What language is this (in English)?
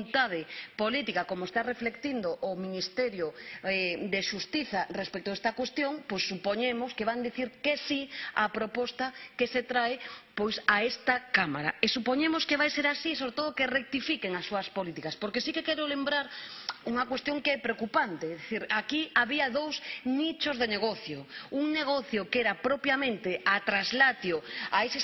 Galician